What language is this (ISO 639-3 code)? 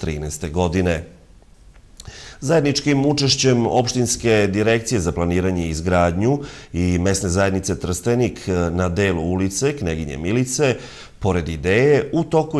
srp